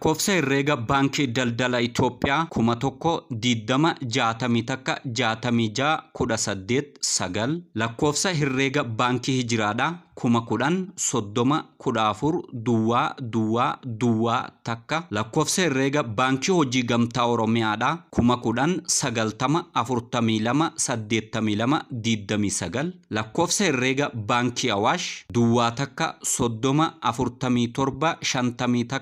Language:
Oromo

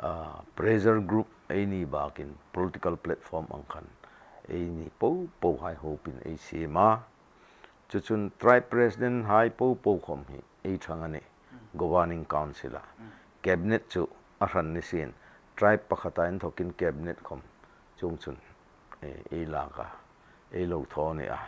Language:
Hmar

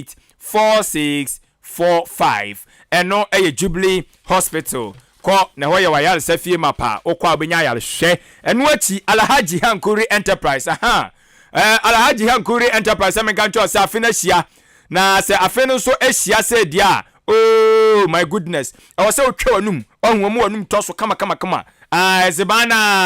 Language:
Akan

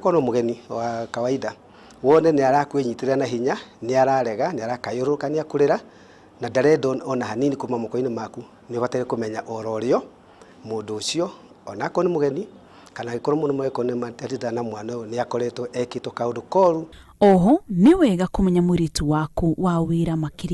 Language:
Kikuyu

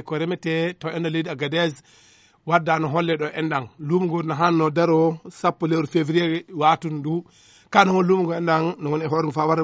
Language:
Fula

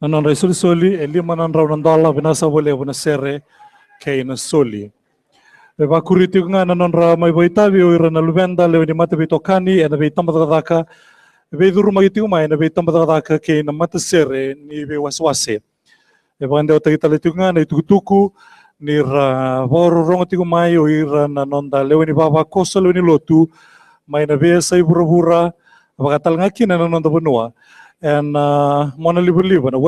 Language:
Fijian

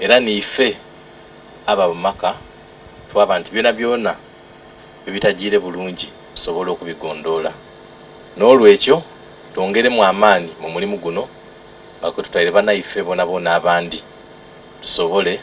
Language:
Soga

